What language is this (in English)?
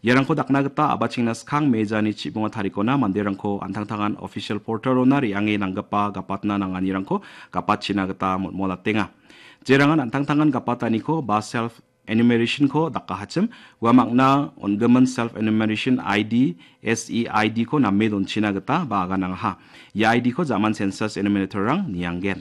Garo